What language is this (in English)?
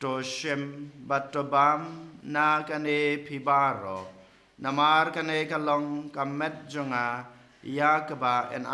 Khasi